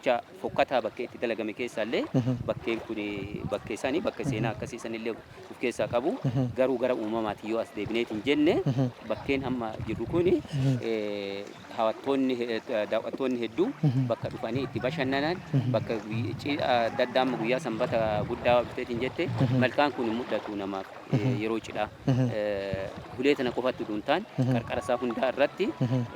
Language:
Oromo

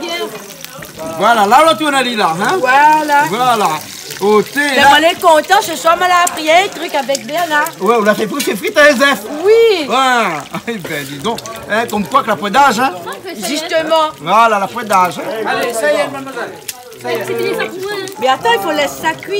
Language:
Réunion Creole French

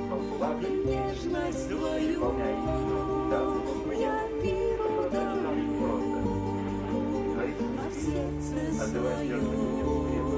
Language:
Russian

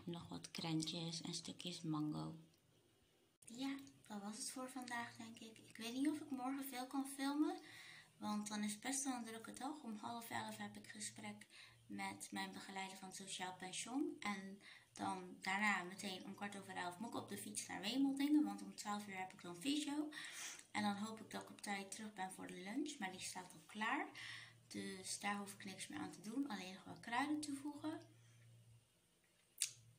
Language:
Dutch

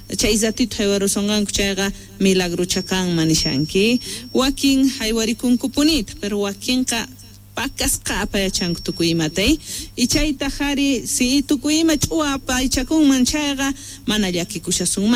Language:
Quechua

